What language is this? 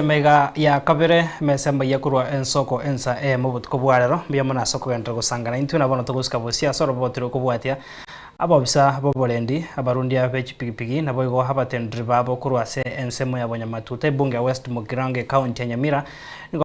Gusii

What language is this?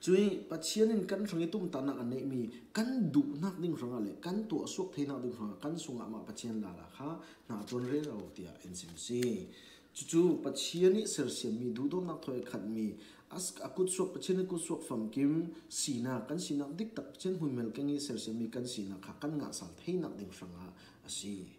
Falam Chin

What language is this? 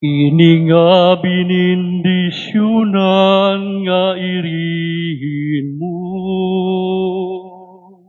Waray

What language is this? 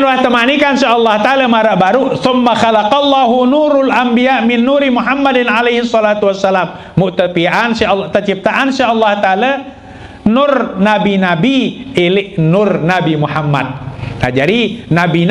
Sasak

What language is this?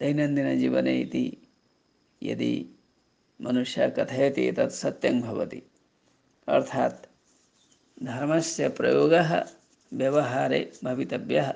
Sanskrit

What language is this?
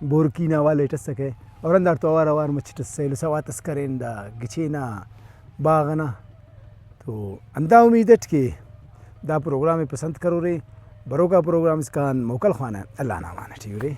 Brahui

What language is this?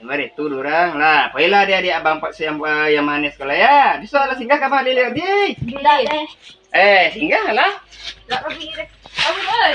Minangkabau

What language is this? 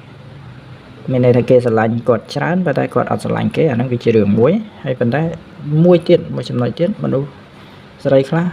Khmer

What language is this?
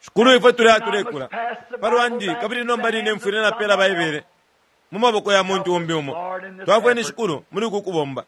Bemba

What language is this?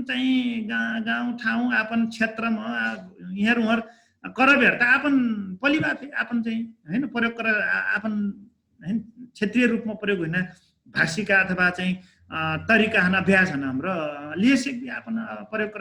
Dangaura Tharu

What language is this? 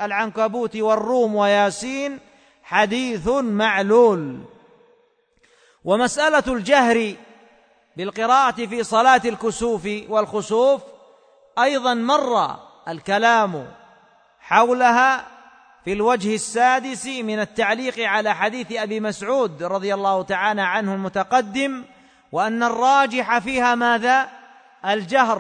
Arabic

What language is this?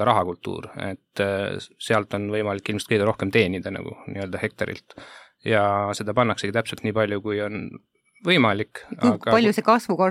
Estonian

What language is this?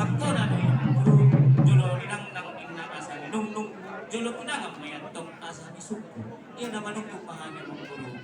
Batak Toba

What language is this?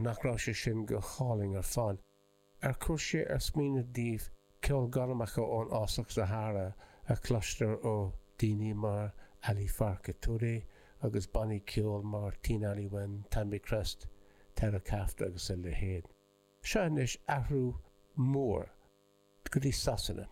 Irish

